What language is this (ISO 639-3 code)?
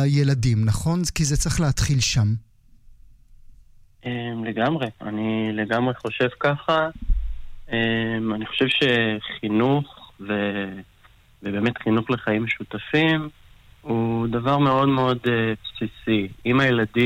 heb